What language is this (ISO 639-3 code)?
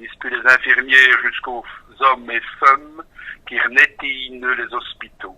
wln